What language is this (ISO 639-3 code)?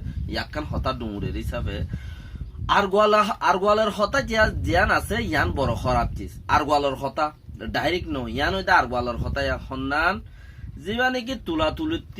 rhg